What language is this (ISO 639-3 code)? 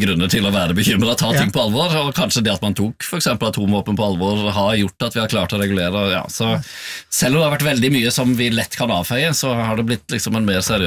nor